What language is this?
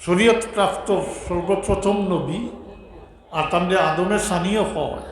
Sylheti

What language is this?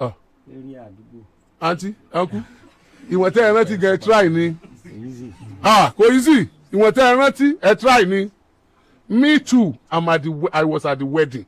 Yoruba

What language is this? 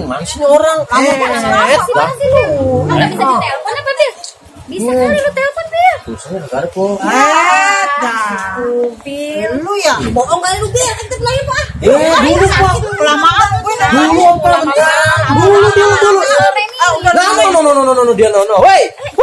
Betawi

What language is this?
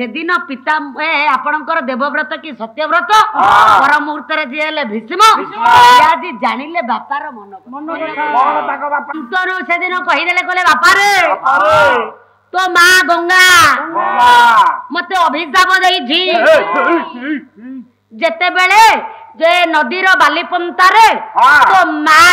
Odia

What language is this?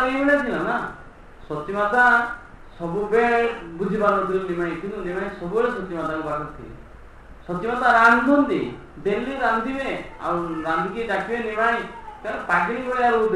Odia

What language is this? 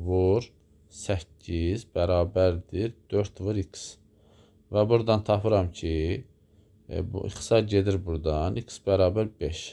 Azerbaijani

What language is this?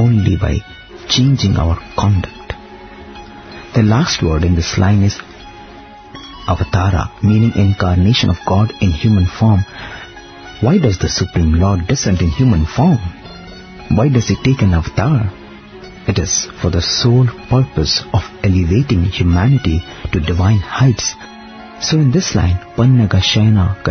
English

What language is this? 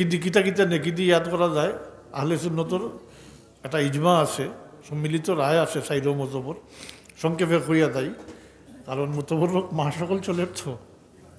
Sylheti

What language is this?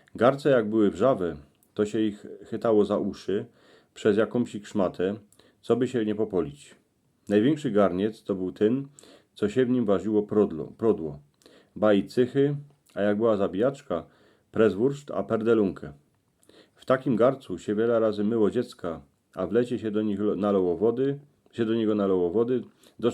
Silesian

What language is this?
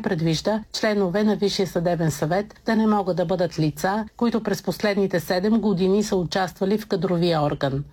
Bulgarian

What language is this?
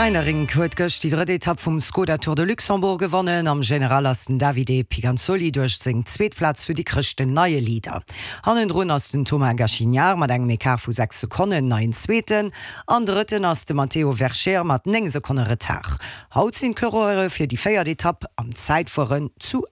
Luxembourgish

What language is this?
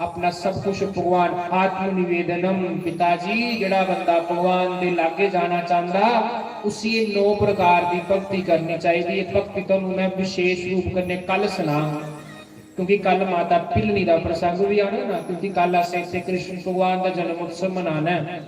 Dogri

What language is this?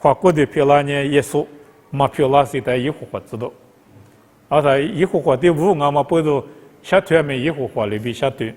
Lisu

